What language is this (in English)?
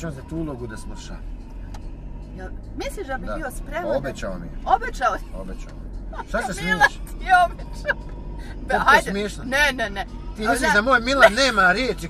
Bosnian